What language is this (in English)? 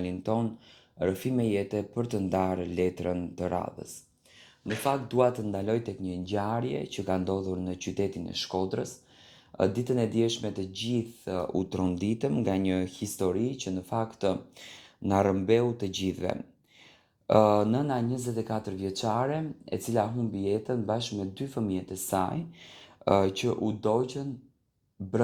Albanian